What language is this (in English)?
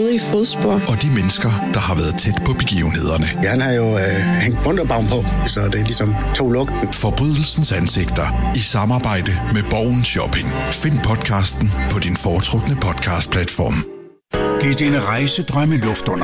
Danish